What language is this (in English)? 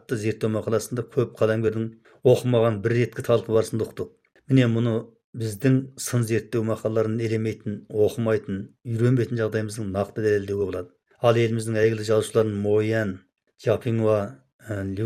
Kazakh